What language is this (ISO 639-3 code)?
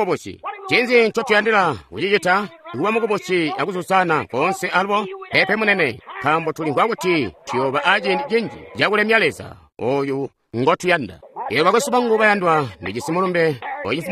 toi